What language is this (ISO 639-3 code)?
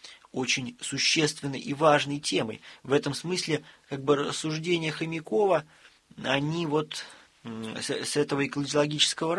rus